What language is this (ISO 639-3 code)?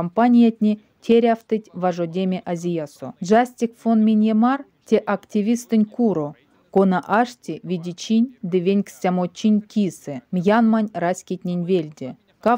myv